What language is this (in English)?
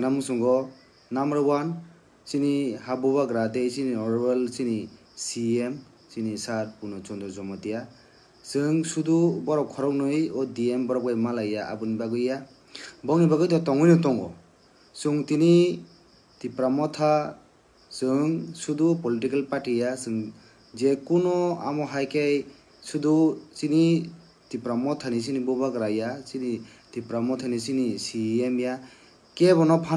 Kok Borok